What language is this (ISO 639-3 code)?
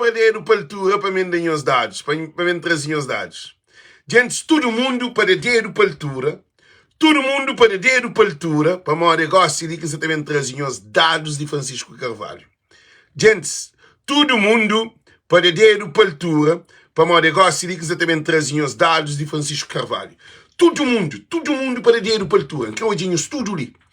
kea